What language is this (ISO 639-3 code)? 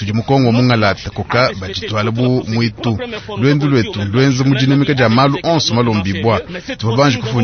lua